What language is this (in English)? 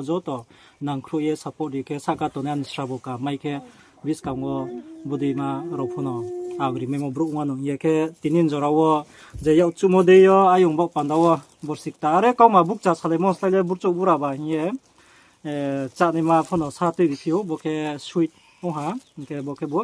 Riang (India)